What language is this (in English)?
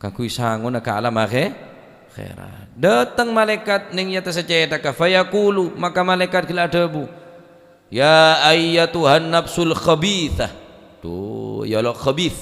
Madurese